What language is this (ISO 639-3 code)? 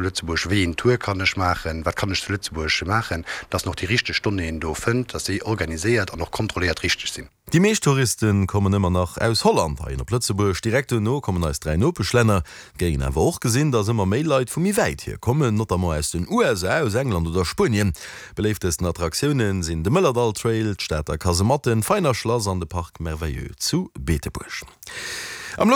ltz